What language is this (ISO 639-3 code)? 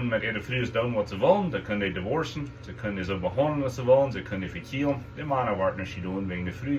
pdt